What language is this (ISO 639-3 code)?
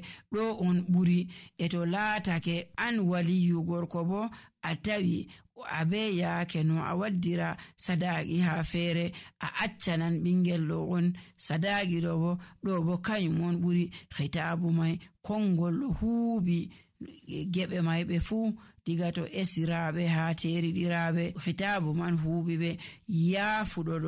fuv